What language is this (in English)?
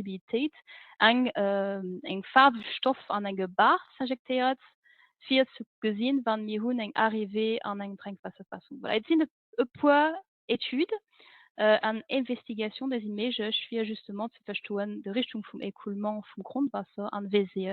Luxembourgish